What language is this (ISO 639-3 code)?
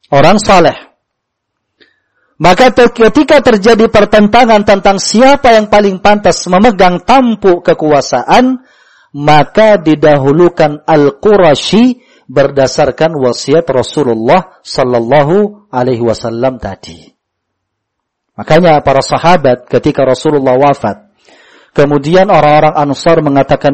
ind